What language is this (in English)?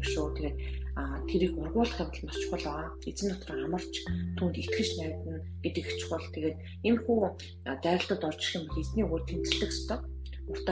Mongolian